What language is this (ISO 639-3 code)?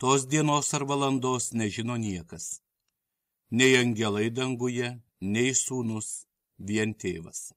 lit